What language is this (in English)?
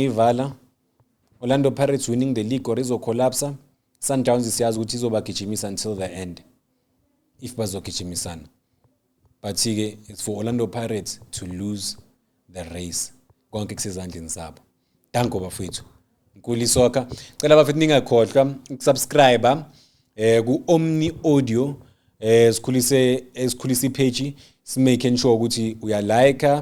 Zulu